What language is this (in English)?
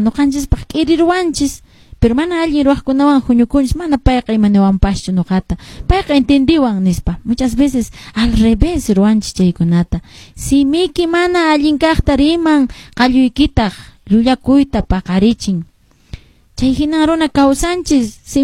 Quechua